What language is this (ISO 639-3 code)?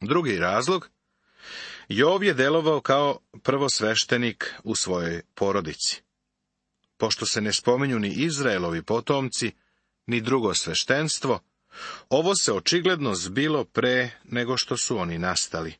srp